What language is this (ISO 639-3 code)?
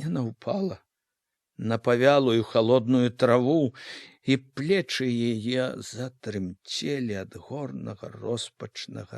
bel